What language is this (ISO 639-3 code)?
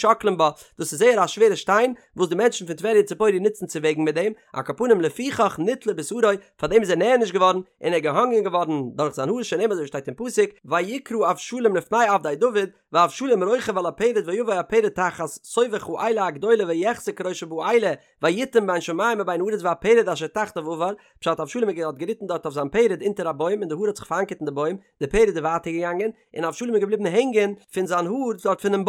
yid